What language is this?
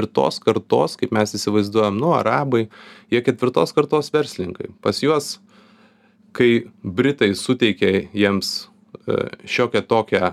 Lithuanian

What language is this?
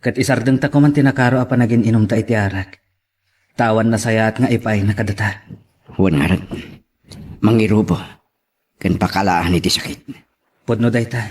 Iloko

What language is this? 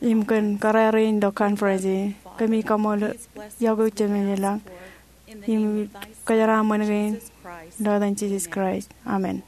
Marshallese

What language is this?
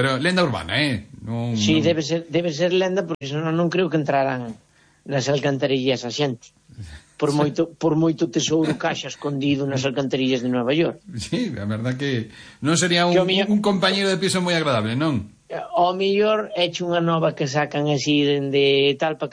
Galician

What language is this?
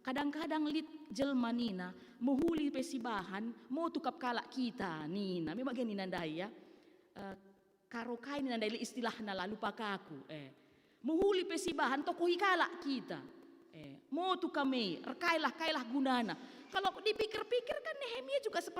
Batak Karo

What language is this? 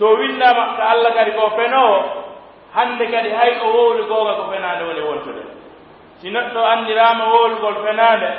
Pular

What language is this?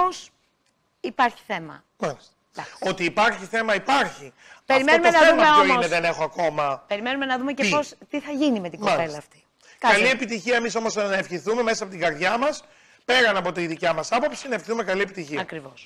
Greek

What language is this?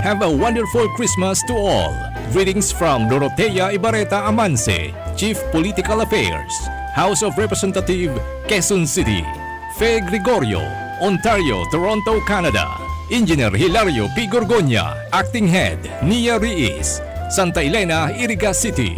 Bikol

